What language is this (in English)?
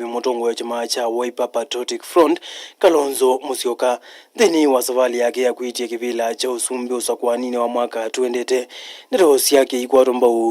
Kamba